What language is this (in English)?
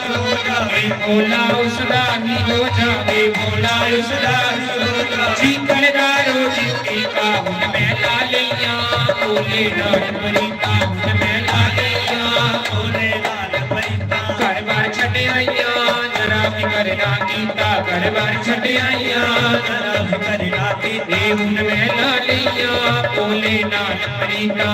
Dogri